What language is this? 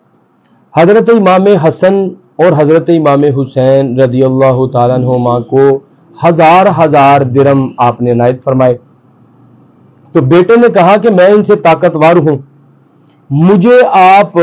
Urdu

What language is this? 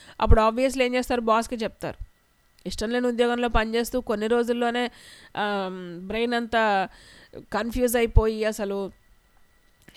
Telugu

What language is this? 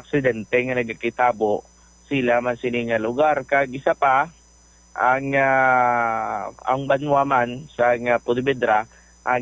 Hiligaynon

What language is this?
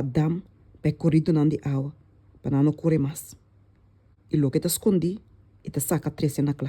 Papiamento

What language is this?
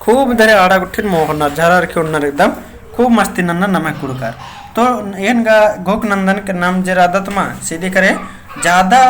Kurukh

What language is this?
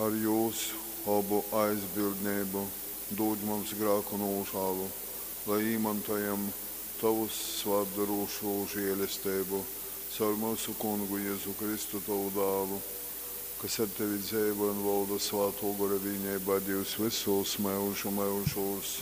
Latgalian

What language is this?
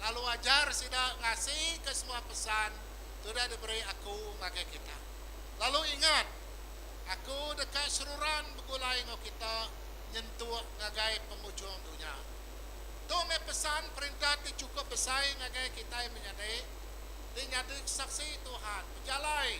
Iban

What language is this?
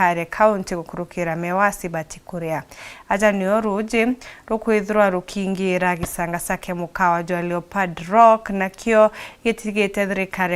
Meru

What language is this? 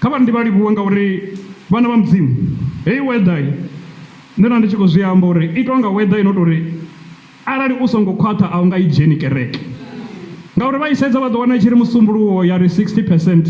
Venda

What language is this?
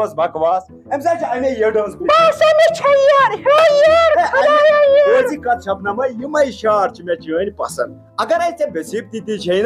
Kashmiri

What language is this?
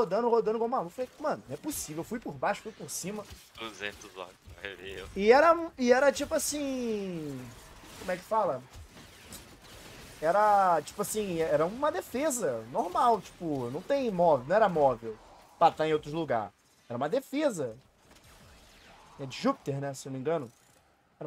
Portuguese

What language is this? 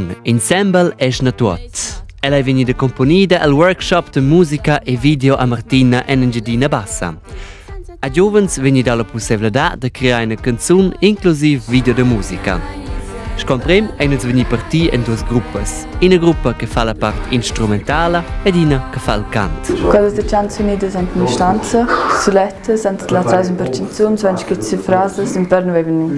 Romansh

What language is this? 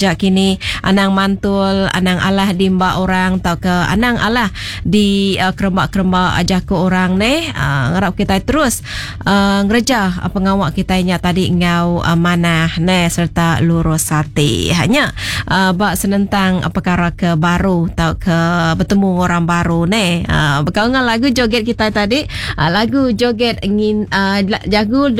Iban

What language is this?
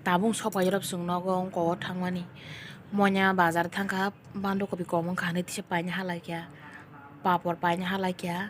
Kok Borok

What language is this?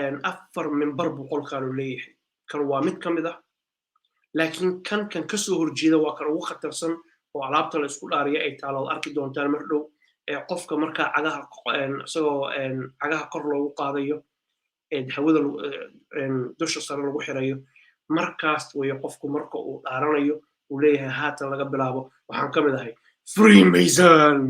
Somali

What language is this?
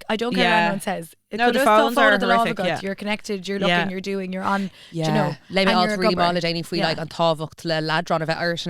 Irish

